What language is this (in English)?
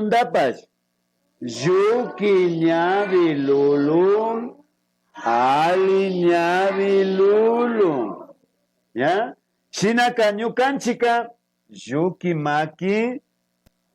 Imbabura Highland Quichua